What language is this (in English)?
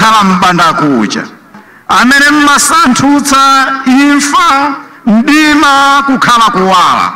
Nyanja